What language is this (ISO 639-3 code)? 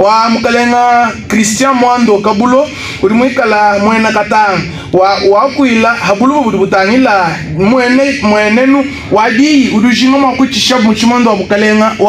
lua